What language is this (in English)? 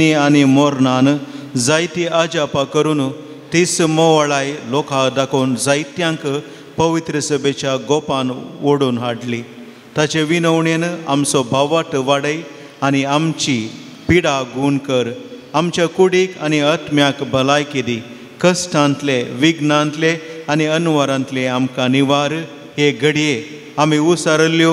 Konkani